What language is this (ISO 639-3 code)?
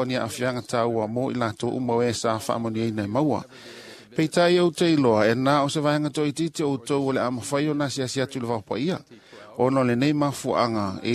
smo